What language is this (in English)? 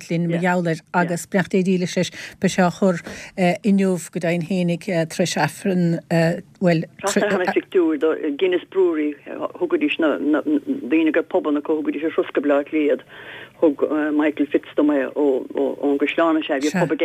Irish